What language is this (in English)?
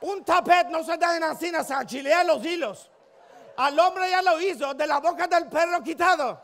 Ladino